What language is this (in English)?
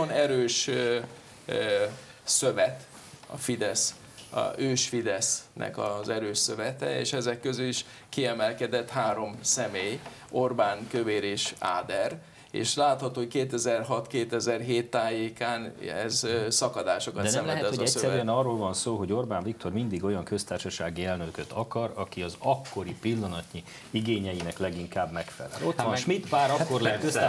Hungarian